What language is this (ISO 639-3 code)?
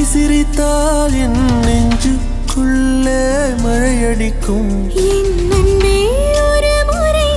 tam